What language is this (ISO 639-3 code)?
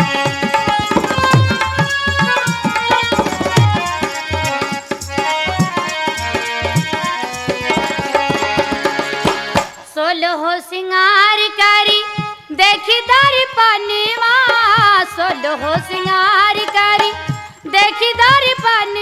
bho